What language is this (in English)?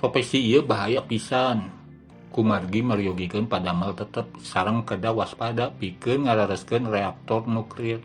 Sundanese